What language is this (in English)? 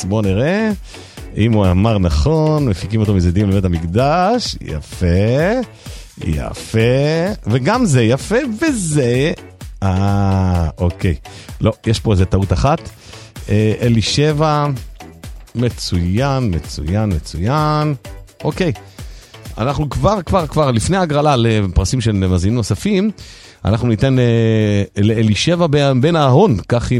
Hebrew